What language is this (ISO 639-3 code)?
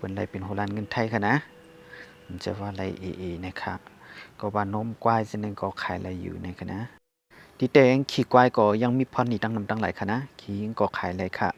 shn